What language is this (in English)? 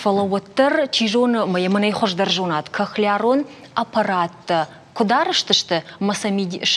Ossetic